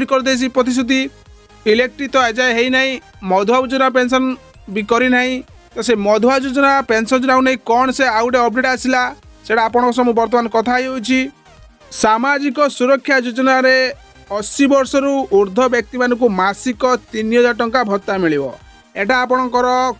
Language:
Odia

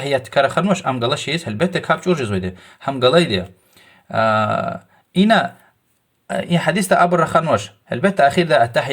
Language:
Lezghian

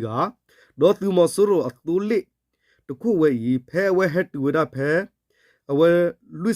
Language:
S'gaw Karen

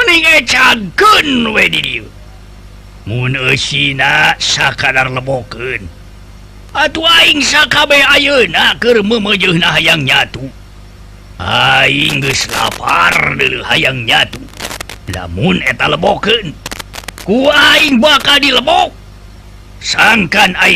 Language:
Sundanese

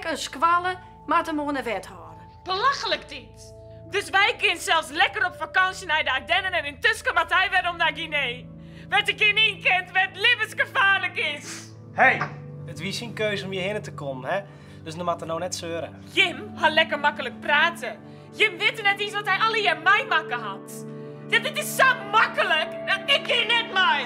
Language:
Western Frisian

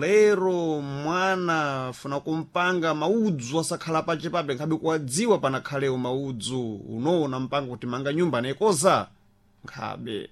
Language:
Sena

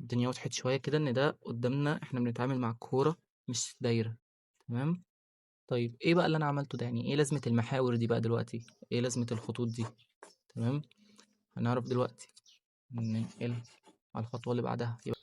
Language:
Egyptian Arabic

